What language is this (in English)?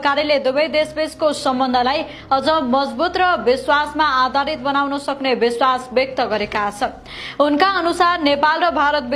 Nepali